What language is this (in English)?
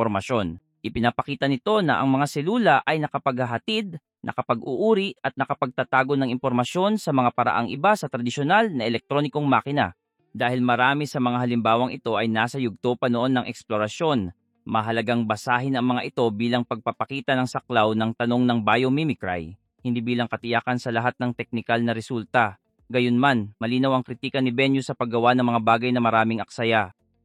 Filipino